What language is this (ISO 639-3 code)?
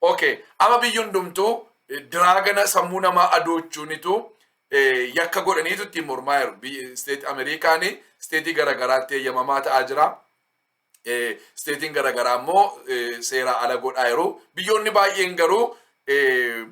orm